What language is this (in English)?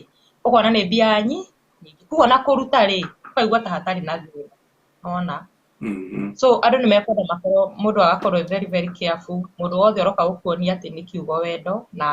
Kikuyu